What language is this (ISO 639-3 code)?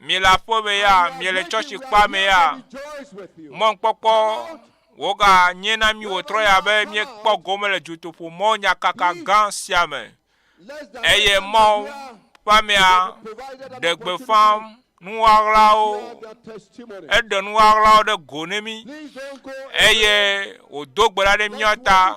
ewe